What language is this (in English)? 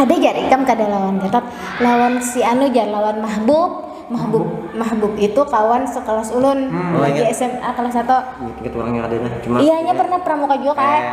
Banjar